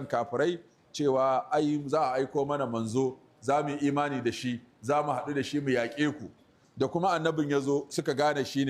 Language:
Hausa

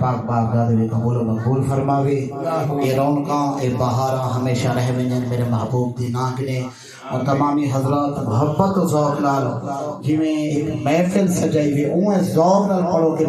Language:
Saraiki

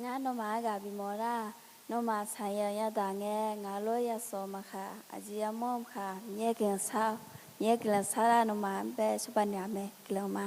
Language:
Akha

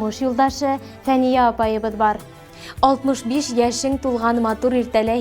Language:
Bashkir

